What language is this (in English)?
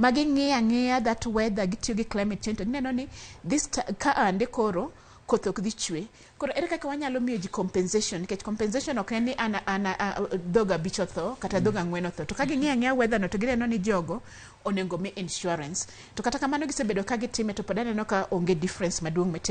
Luo (Kenya and Tanzania)